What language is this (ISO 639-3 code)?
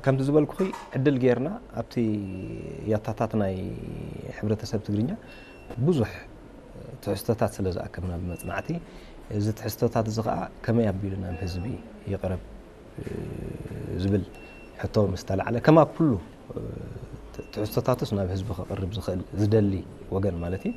tir